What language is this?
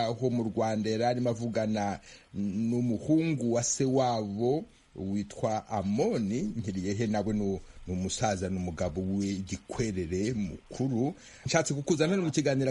Kinyarwanda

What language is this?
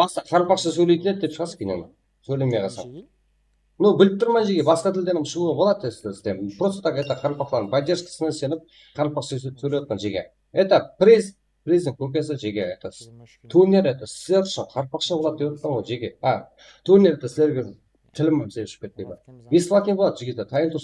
Kara-Kalpak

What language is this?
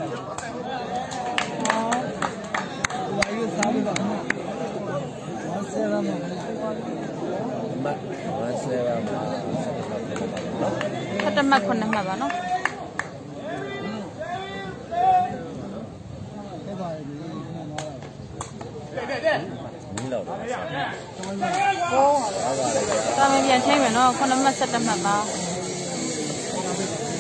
Burmese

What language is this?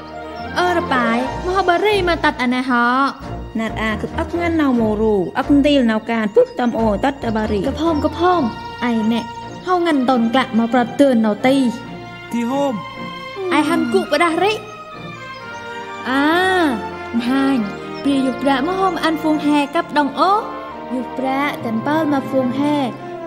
Central Mnong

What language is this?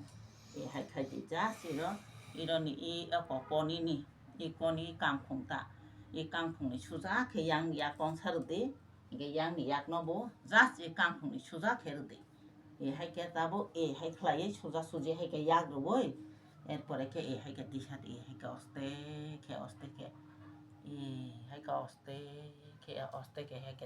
Kok Borok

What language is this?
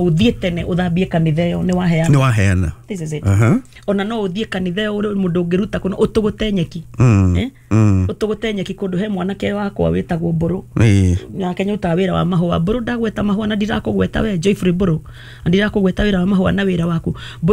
Kikuyu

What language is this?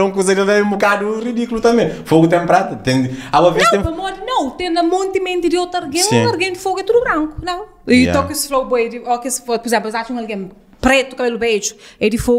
Kabuverdianu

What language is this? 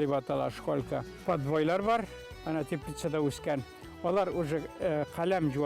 Bashkir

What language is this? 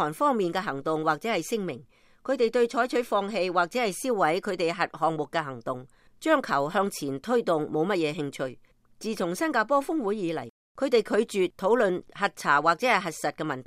Cantonese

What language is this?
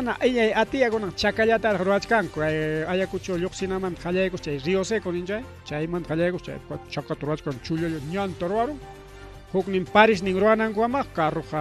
Ayacucho Quechua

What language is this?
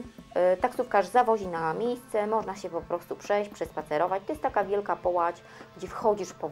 Polish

